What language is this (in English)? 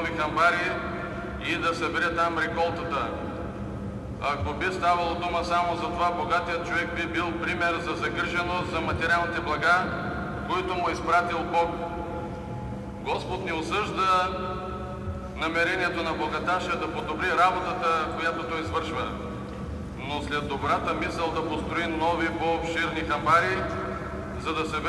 Bulgarian